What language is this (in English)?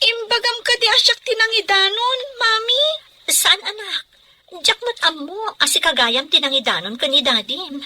Iloko